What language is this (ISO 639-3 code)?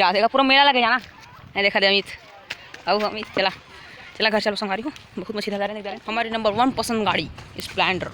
hne